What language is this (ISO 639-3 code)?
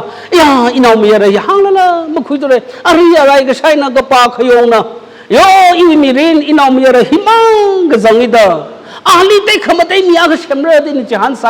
nmf